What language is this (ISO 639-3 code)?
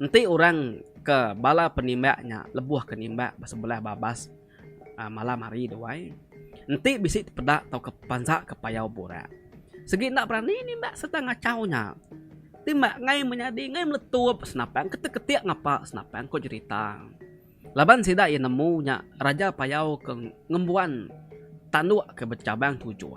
iba